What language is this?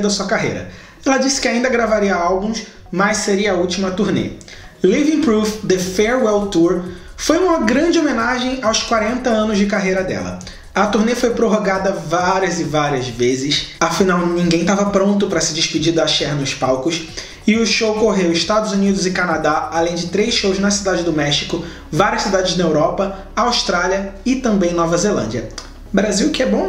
Portuguese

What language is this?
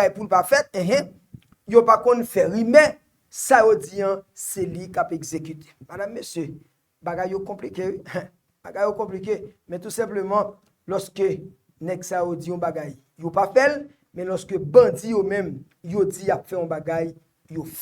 Haitian Creole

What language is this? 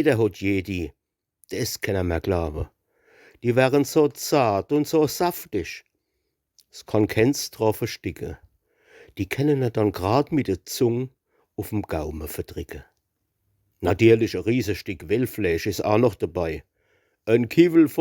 Palatine German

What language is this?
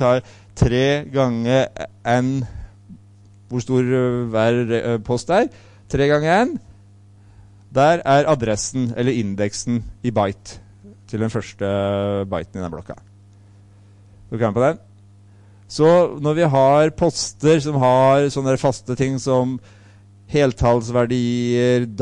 Norwegian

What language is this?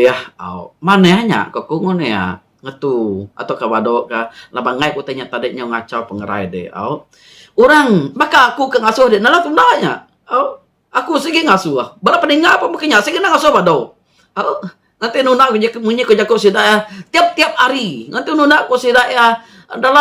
Iban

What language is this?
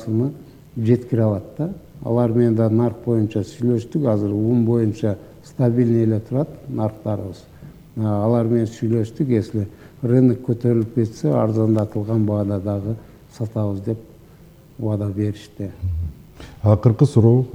Kyrgyz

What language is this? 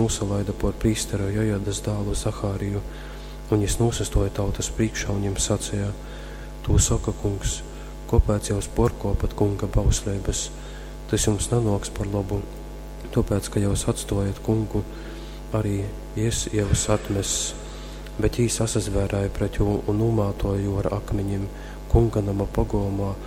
Latgalian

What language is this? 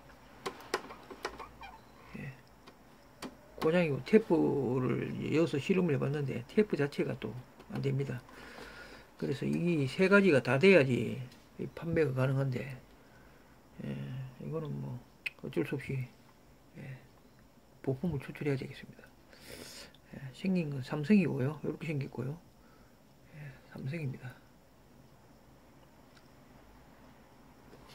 Korean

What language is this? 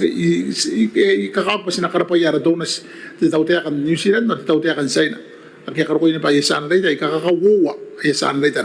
Gilbertese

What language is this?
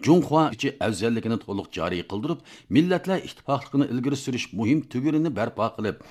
Uyghur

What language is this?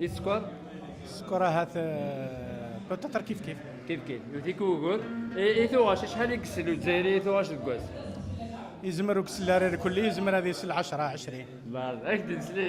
Kabyle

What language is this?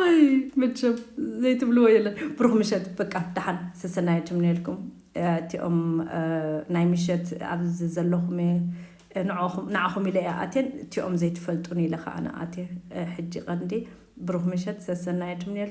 Tigrinya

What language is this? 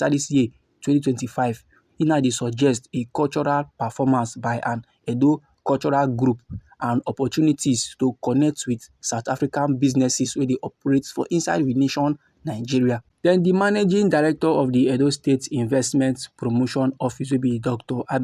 Nigerian Pidgin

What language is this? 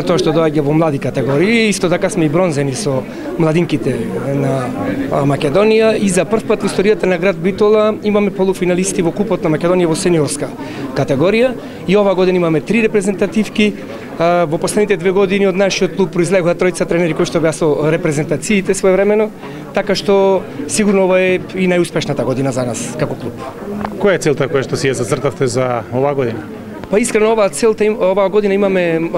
Macedonian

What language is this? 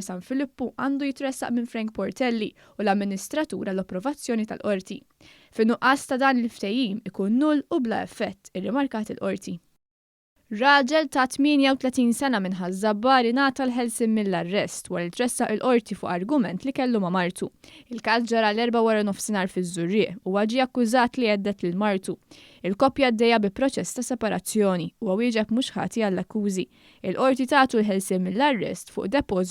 Maltese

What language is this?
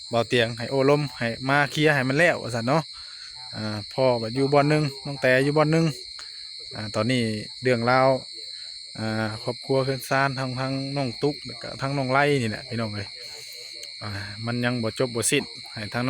Northeastern Thai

